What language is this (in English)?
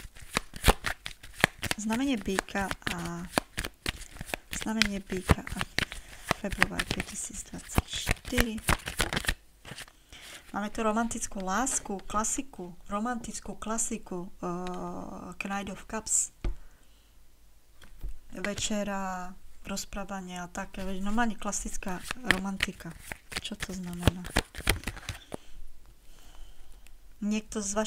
Slovak